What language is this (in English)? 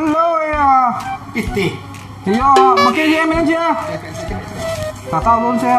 Minangkabau